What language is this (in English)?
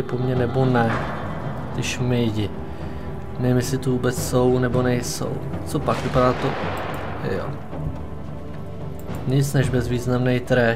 Czech